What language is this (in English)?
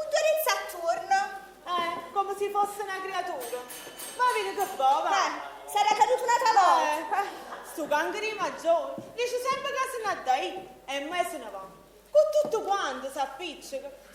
Neapolitan